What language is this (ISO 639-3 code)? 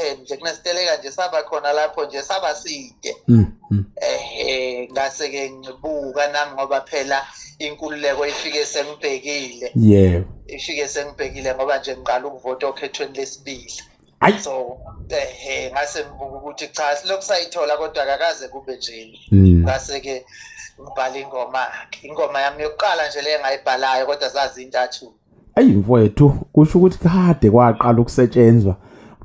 zul